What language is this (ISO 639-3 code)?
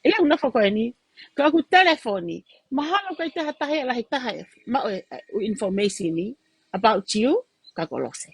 ton